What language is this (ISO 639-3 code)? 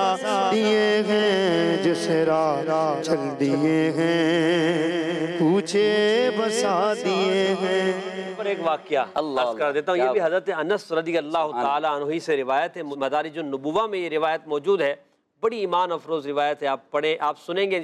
urd